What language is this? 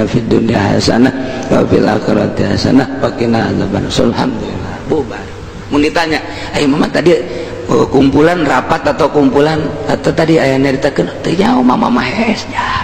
Sundanese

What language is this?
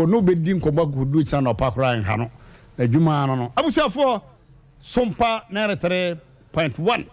Akan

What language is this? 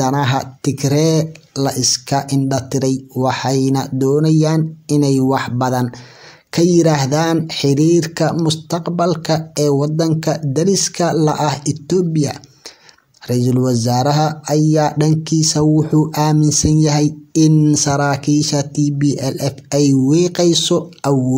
Somali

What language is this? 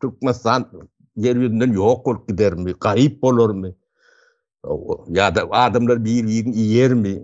Turkmen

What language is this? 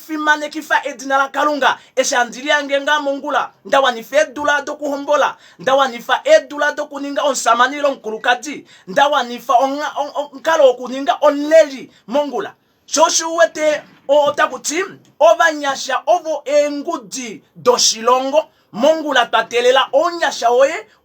Kuanyama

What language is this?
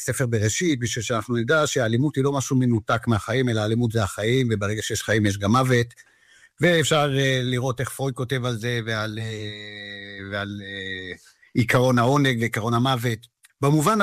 Hebrew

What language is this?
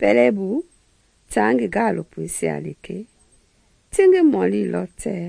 Mende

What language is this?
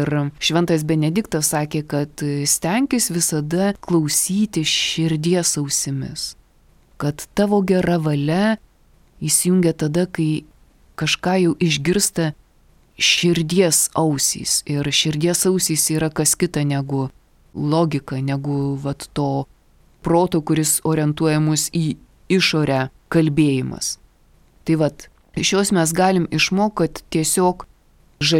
Lithuanian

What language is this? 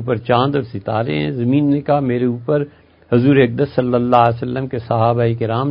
Urdu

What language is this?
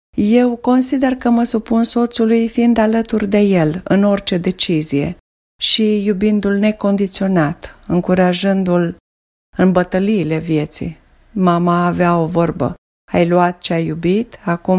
Romanian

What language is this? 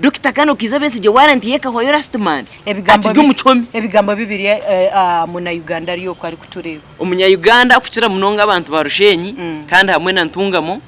Nyankole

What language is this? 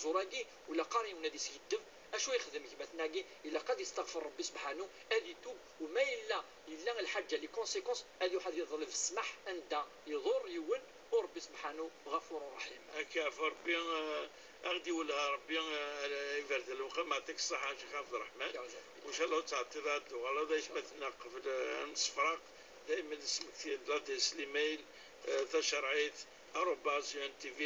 Kabyle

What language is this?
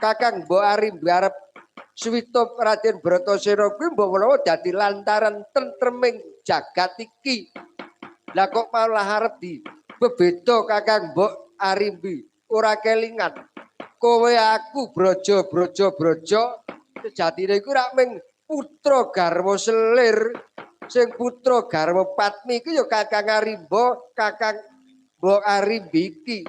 Javanese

